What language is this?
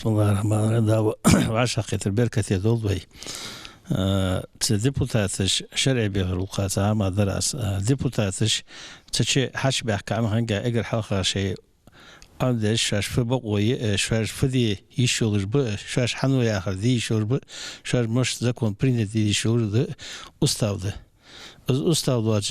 Ingush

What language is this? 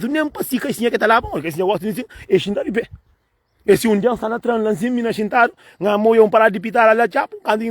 Kabuverdianu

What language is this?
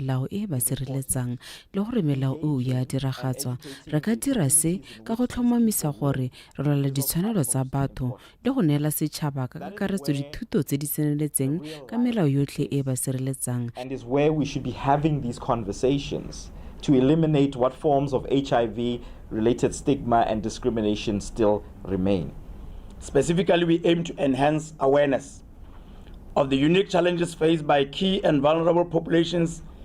Tswana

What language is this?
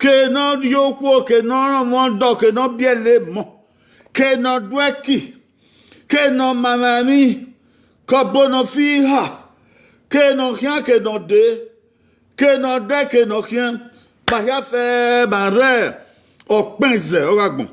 Bini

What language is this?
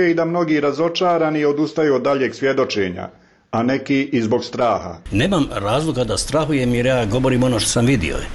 Bosnian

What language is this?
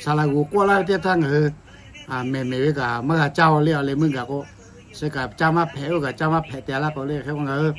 Lahu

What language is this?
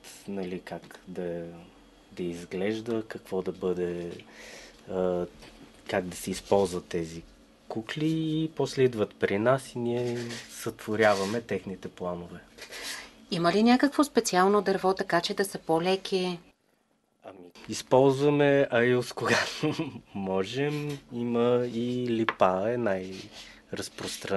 Bulgarian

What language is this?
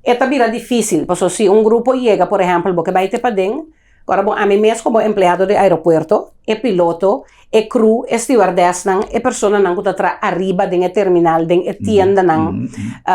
Papiamento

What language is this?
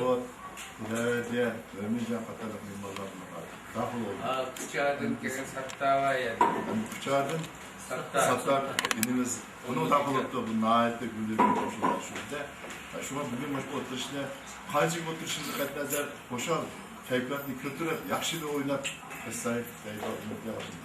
Uyghur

